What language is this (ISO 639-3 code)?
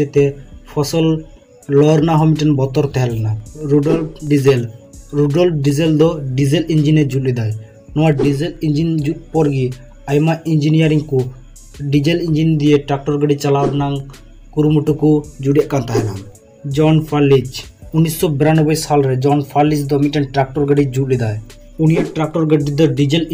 sat